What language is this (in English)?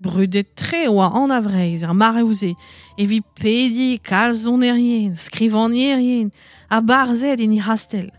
Breton